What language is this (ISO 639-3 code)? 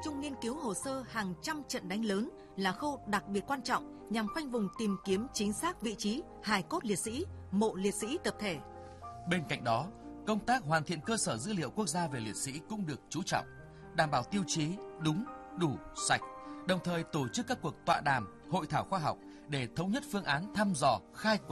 vie